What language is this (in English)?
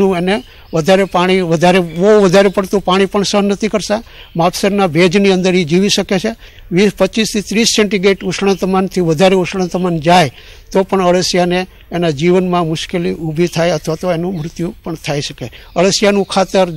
Gujarati